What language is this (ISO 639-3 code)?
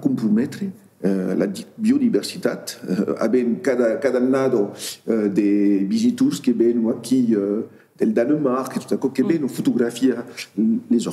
oci